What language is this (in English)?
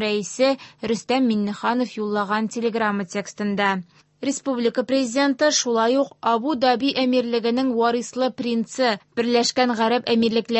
Tatar